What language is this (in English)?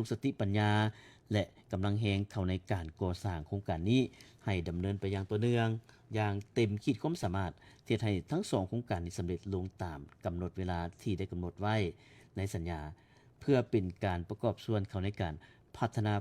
Lao